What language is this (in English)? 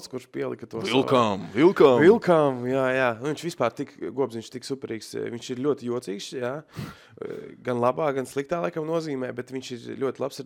Latvian